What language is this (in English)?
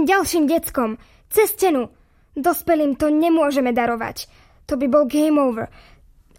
Slovak